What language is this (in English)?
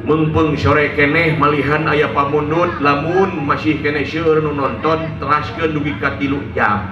Sundanese